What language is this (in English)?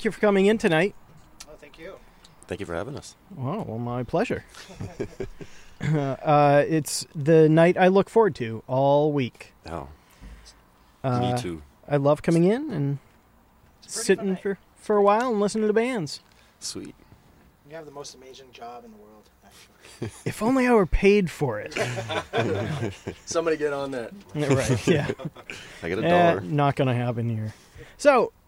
English